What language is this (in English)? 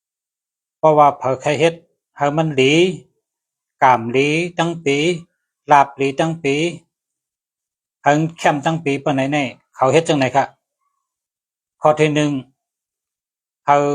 Shan